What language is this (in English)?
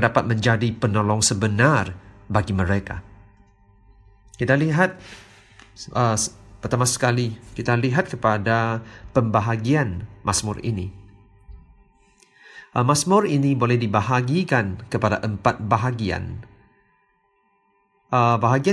Malay